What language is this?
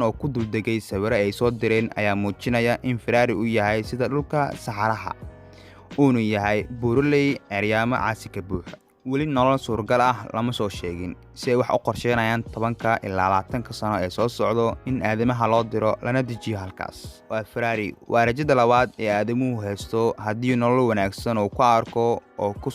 Somali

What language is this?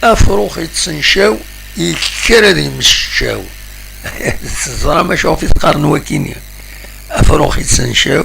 Kabyle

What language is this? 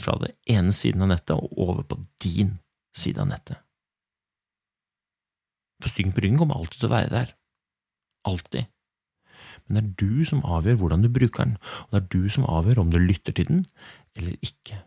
Norwegian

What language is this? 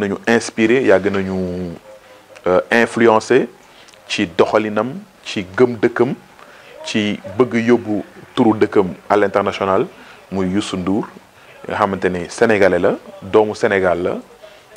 Wolof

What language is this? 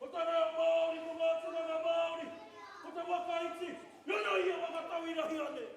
Māori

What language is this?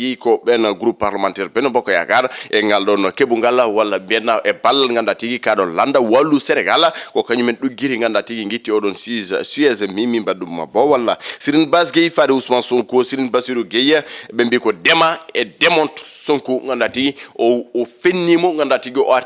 Fula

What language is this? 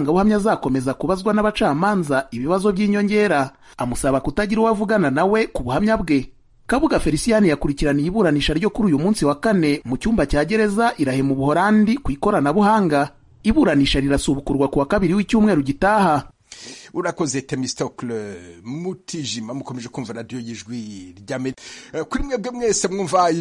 Kinyarwanda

